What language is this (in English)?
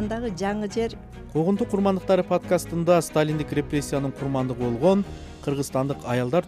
Kyrgyz